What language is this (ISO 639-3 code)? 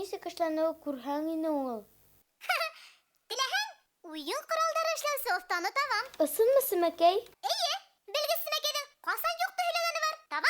bak